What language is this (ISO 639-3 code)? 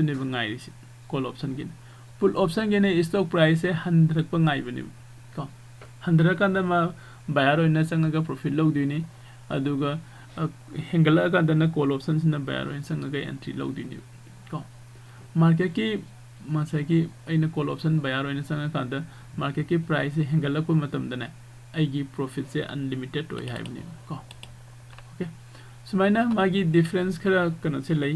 mni